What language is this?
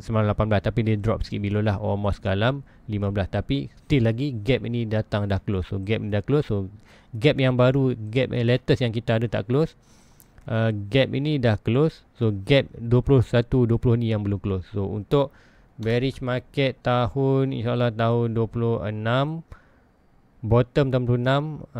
Malay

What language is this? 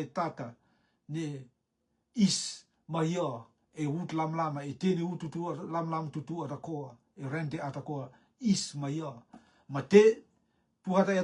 Rotuman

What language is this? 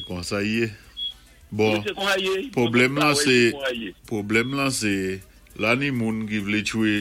Saint Lucian Creole French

